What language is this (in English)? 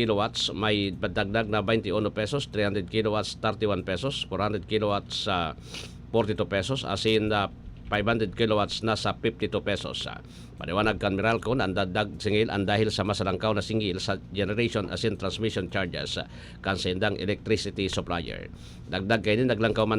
Bikol